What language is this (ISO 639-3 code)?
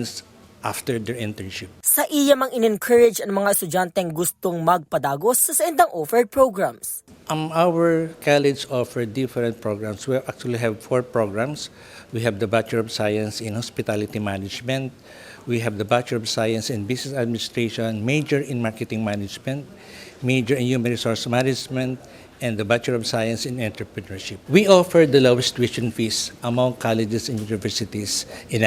bik